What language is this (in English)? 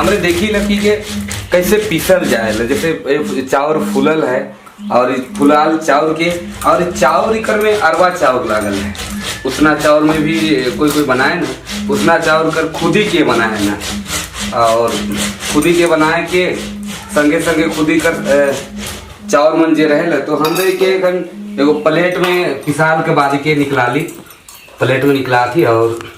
Sadri